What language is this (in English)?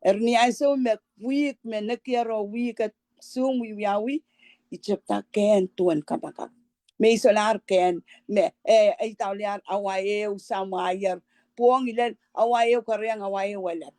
Pohnpeian